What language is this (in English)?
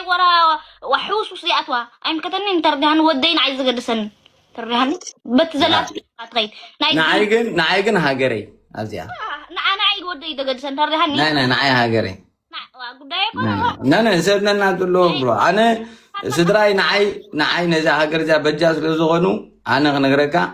Tigrinya